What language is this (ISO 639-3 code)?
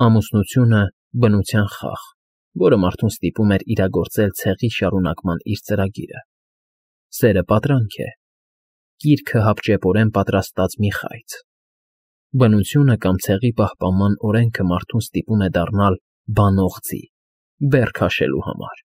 hye